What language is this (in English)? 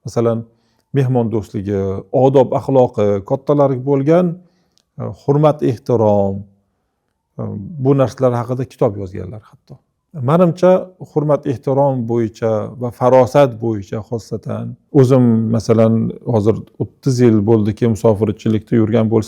Uzbek